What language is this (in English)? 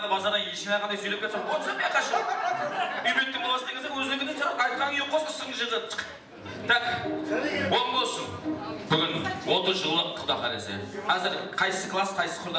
Kara-Kalpak